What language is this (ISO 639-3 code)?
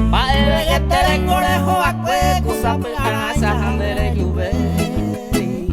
grn